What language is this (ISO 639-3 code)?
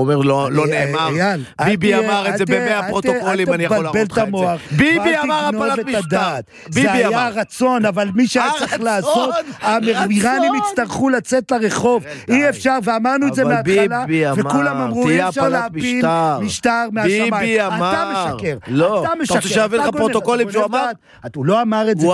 heb